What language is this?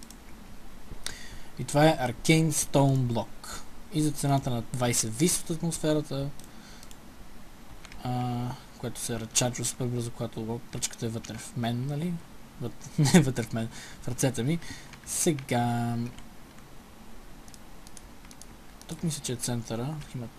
Bulgarian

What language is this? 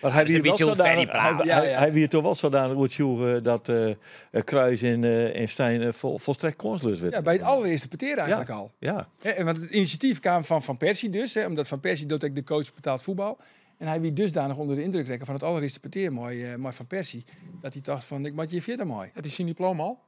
Western Frisian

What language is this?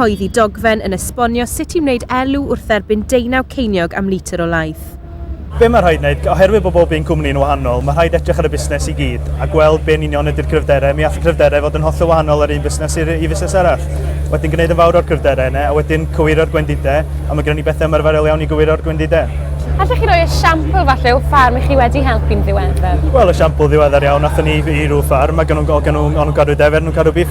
Welsh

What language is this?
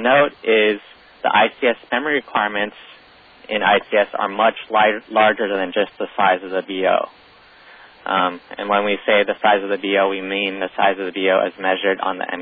English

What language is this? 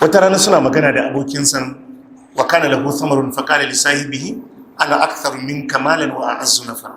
Hausa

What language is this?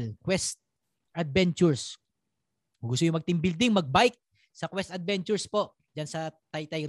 Filipino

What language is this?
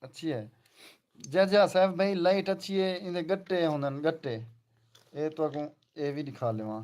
Saraiki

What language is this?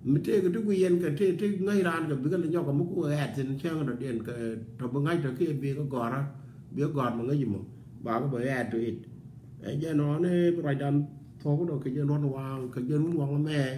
Nuer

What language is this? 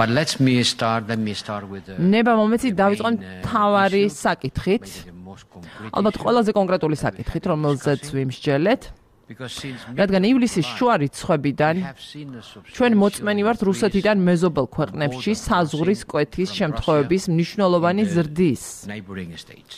Georgian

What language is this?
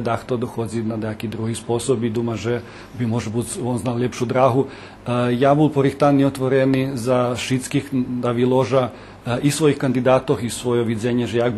Rusyn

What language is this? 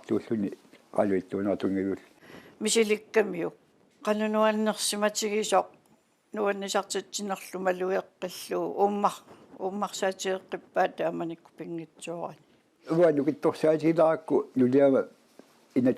Kalaallisut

